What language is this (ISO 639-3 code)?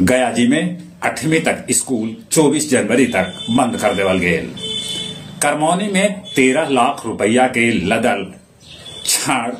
mag